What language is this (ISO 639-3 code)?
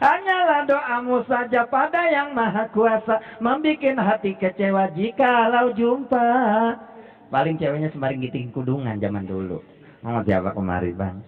bew